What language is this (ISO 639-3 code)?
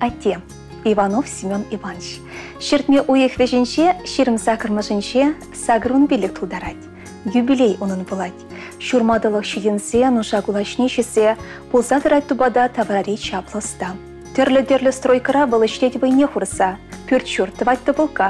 chv